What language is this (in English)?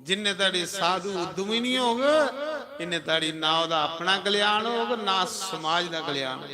Dogri